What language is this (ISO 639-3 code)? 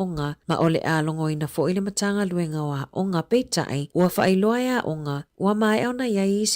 smo